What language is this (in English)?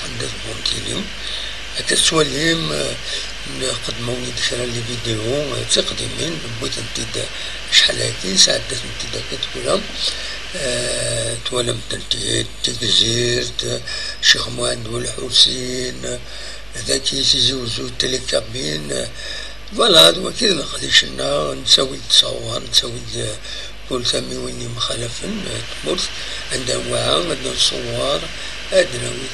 Kabyle